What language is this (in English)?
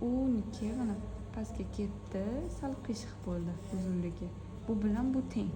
Uzbek